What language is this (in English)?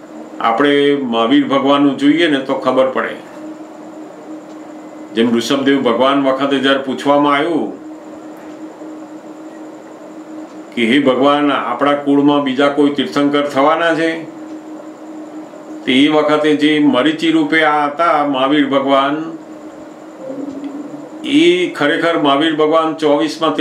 Gujarati